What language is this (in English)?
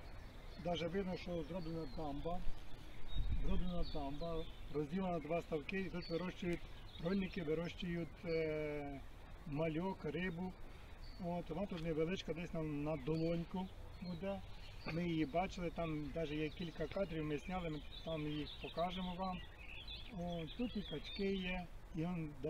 Ukrainian